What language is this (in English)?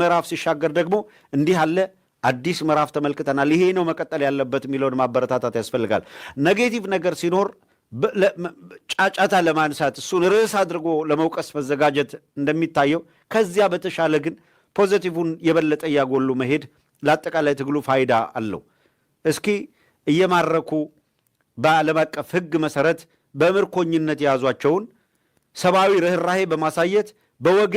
Amharic